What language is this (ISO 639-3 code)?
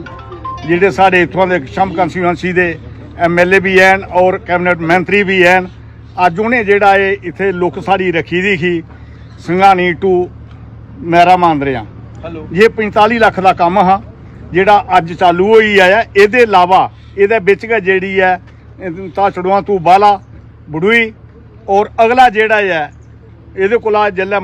doi